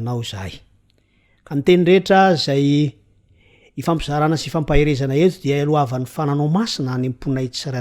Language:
Malagasy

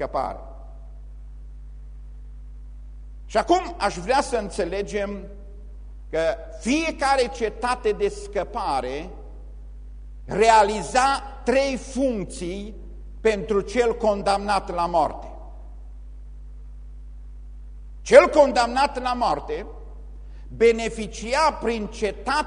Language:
Romanian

